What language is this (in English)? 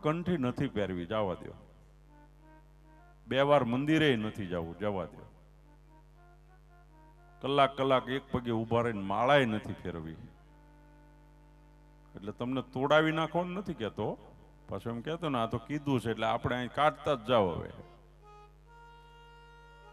Gujarati